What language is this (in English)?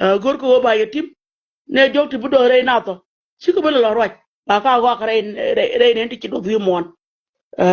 Nuer